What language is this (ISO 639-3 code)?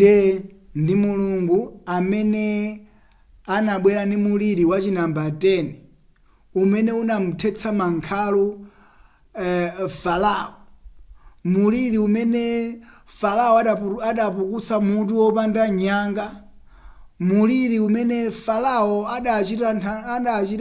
nya